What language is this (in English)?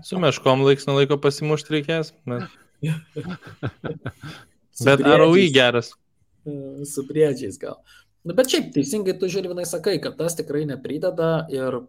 Lithuanian